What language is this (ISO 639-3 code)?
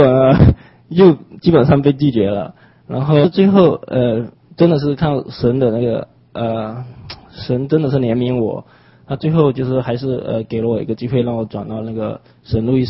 zho